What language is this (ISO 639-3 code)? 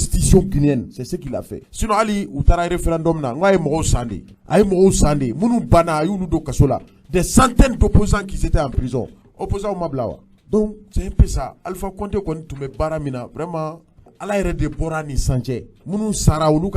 bam